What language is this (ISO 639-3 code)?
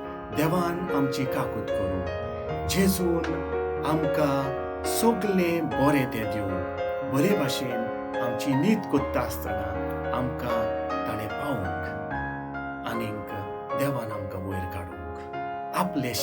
kok